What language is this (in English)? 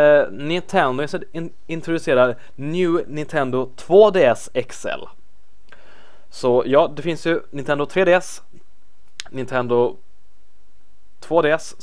Swedish